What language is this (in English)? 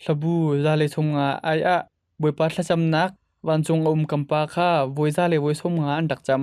Hakha Chin